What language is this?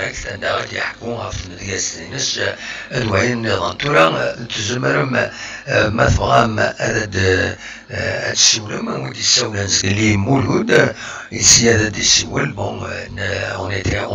Kabyle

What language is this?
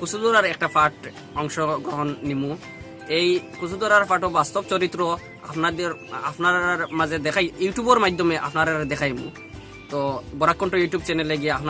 Sylheti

